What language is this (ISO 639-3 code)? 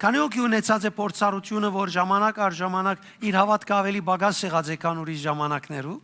hyw